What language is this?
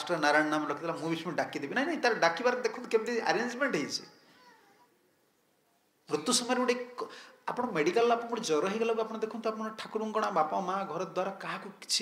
Odia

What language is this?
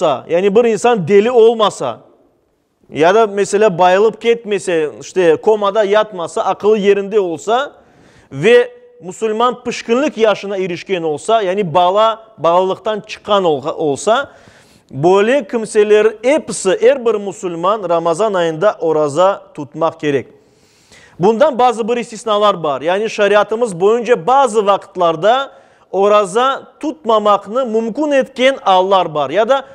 Crimean Tatar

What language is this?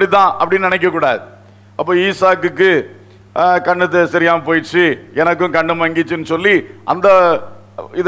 Tamil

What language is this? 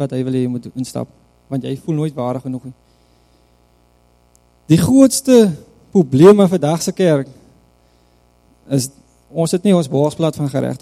Afrikaans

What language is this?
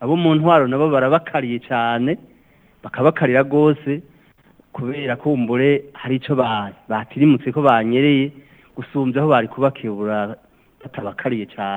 Rundi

